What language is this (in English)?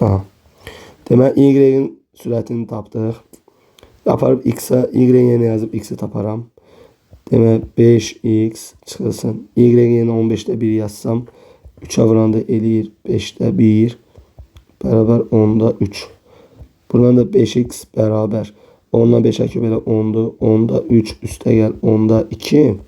Azerbaijani